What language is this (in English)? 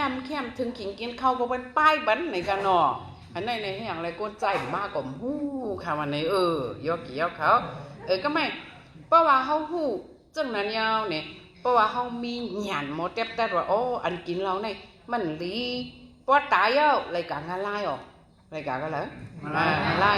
Shan